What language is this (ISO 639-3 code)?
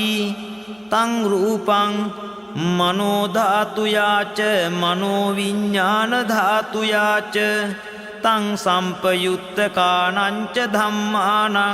pli